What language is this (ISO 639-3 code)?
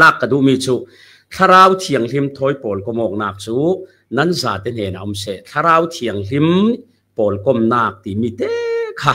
cfm